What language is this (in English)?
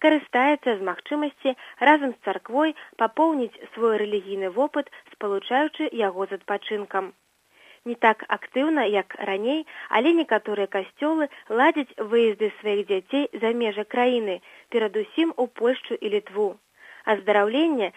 Belarusian